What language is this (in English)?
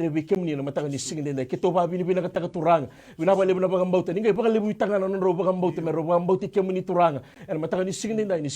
Fijian